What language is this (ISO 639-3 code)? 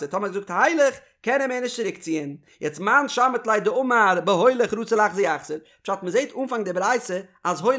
yid